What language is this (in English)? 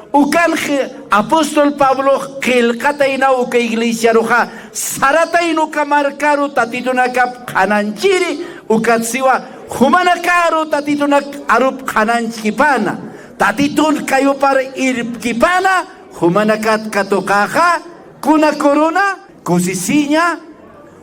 Aymara